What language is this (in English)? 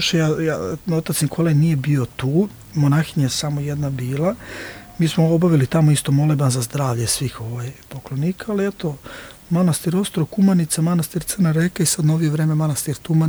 Serbian